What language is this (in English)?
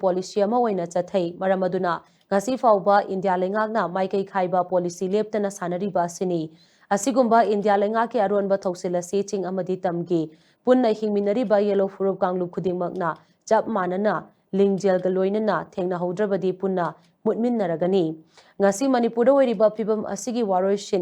Manipuri